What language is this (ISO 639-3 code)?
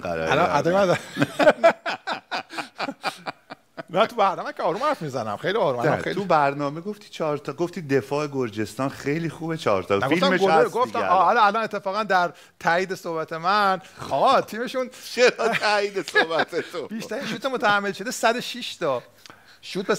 fas